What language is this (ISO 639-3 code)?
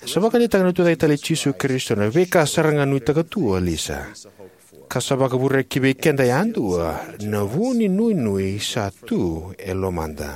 fij